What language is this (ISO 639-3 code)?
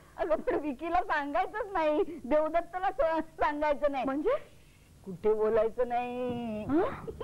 mar